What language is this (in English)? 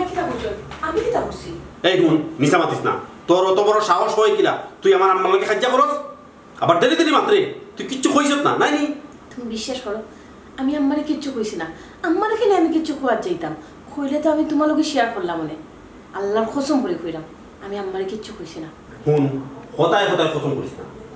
Sylheti